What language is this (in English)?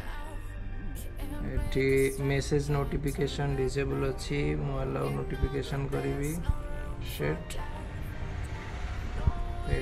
Odia